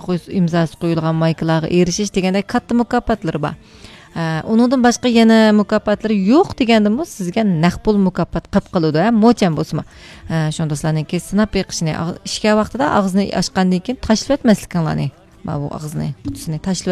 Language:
Uyghur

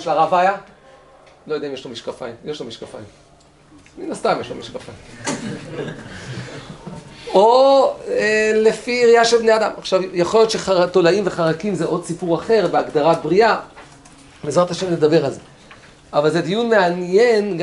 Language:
Hebrew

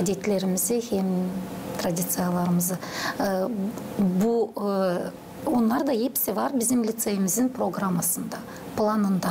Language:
Gagauz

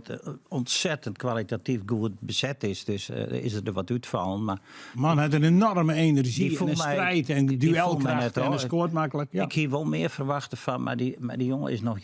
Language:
Western Frisian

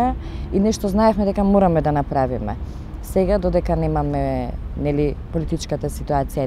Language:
Macedonian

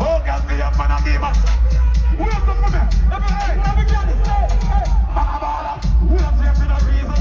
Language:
Jamaican Creole English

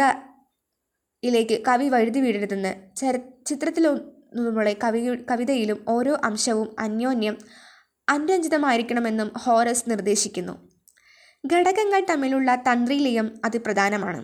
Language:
Malayalam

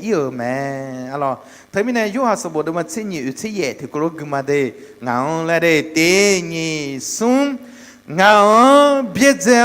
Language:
Akha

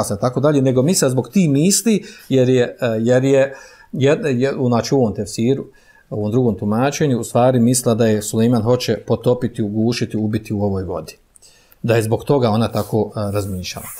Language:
Bosnian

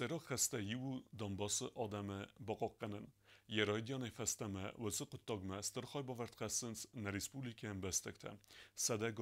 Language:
Ossetic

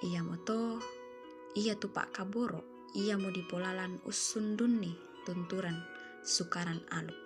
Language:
Toraja-Sa'dan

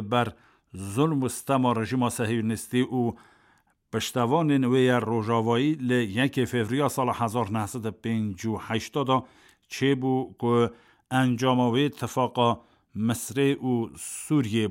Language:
Kurdish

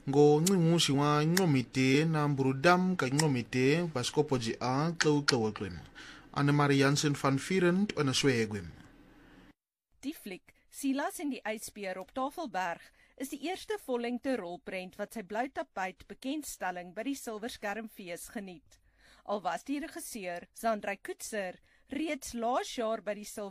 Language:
Afrikaans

